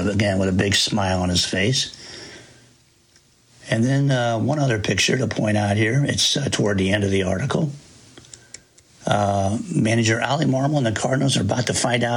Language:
English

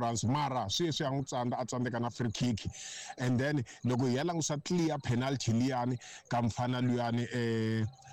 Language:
Tsonga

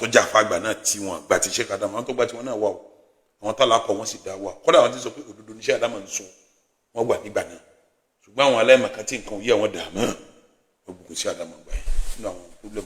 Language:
Yoruba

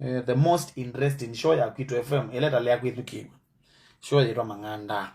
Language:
Kamba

